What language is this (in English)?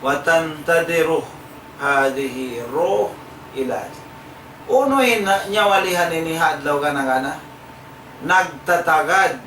Tausug